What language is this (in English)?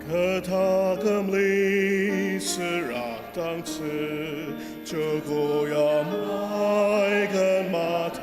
Ao Naga